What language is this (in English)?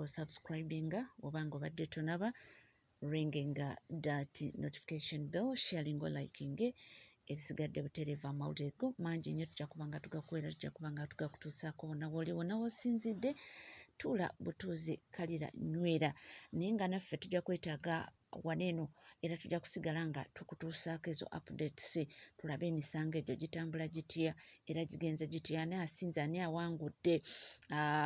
Ganda